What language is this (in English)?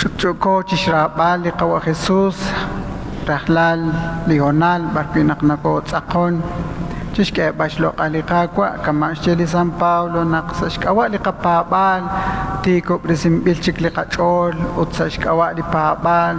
Kekchí